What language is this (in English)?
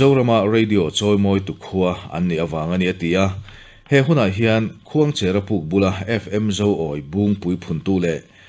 Mizo